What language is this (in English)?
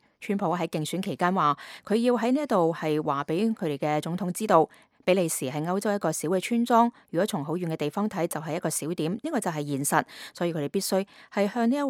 Cantonese